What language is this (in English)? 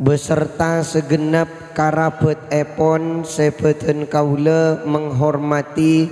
Madurese